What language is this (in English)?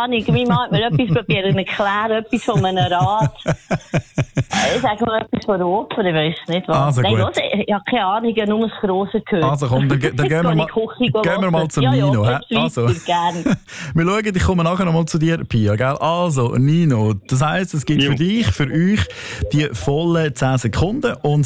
German